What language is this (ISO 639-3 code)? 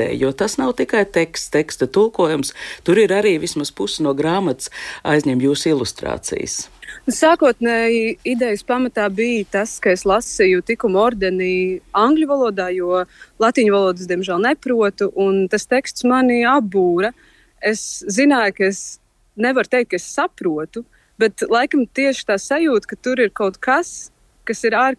lav